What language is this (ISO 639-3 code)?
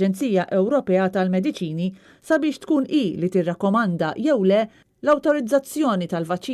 mlt